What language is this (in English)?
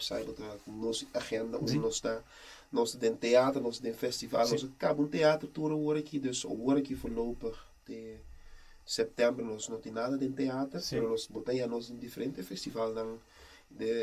Papiamento